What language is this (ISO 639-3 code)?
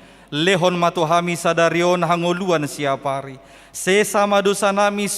bbc